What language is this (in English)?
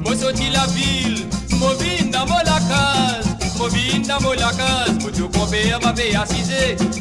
Morisyen